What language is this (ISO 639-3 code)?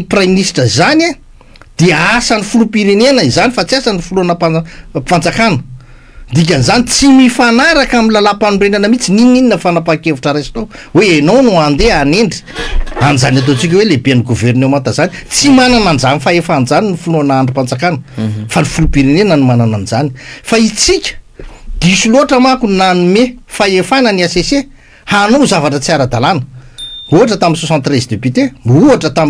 mlg